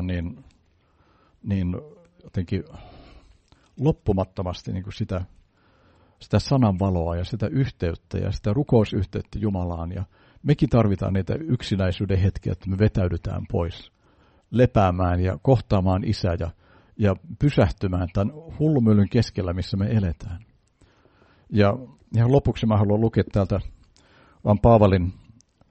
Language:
Finnish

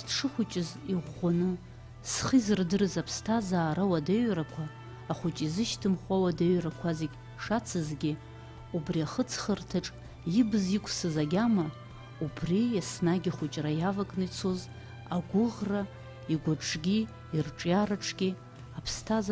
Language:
Abkhazian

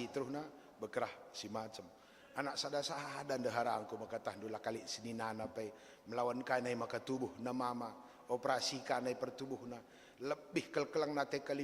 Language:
Batak Karo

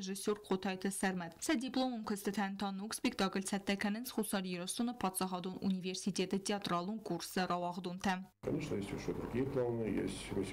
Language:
Ossetic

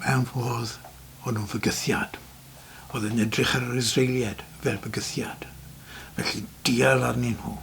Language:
Welsh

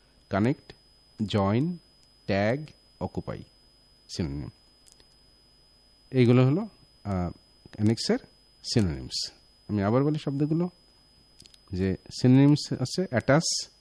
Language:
Bangla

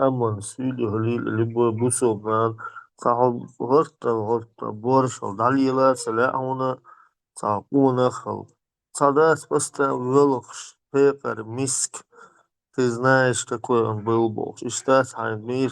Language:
Chechen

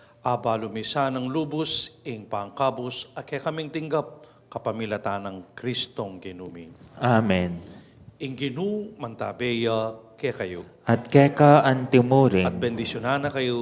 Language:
Pampanga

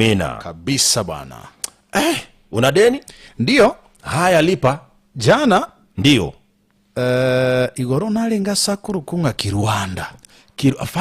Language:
Gusii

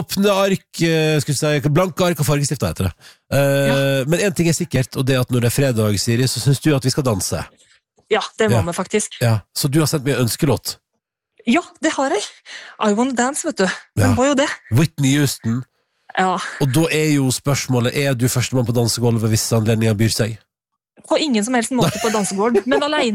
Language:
Norwegian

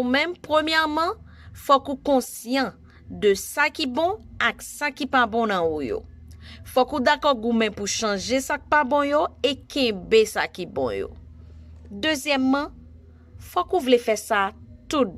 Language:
Haitian Creole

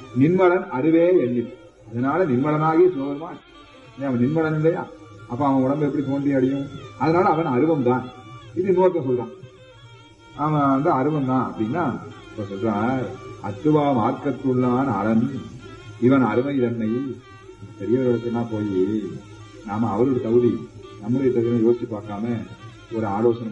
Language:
Tamil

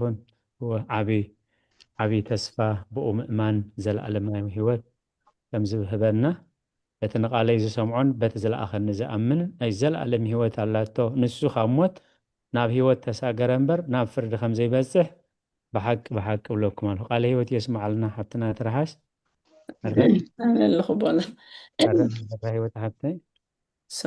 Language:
Tigrinya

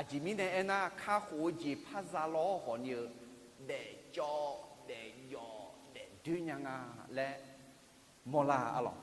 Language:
Akha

